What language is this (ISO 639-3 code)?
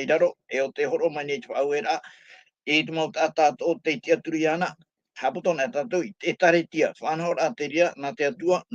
tah